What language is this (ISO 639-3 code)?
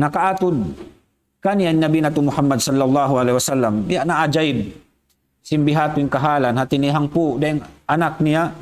tsg